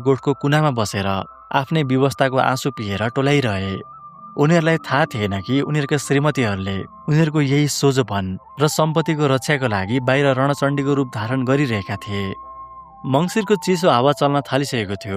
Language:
Nepali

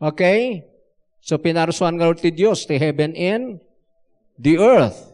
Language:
Iloko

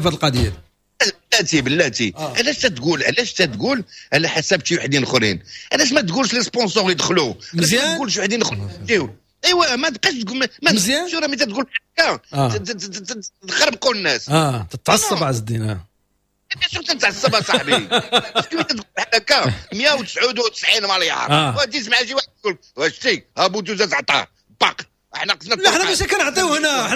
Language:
Moroccan Arabic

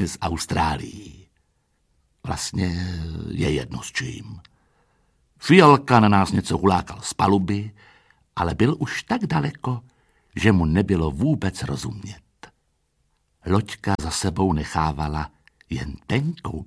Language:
Czech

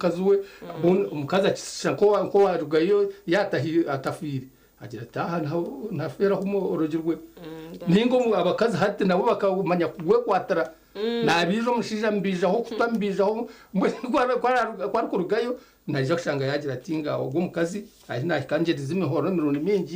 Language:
Nyankole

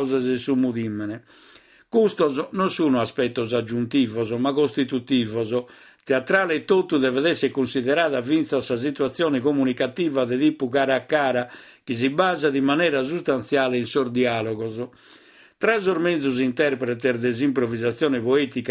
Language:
Sardinian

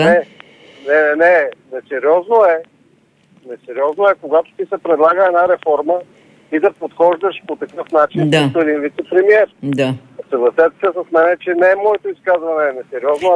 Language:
Bulgarian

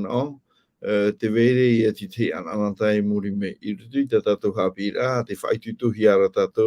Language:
Tahitian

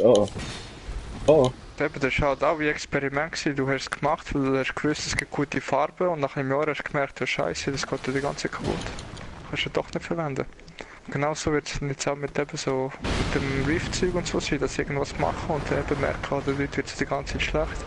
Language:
Swiss German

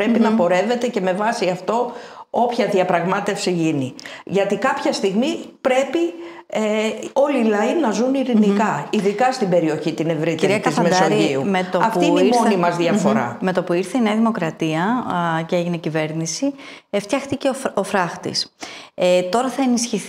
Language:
Greek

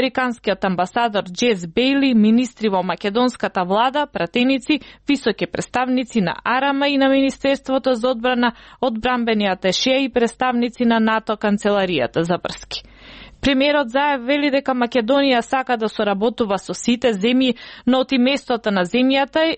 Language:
Macedonian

